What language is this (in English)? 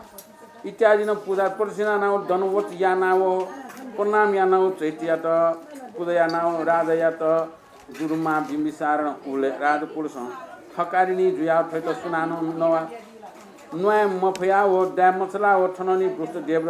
Newari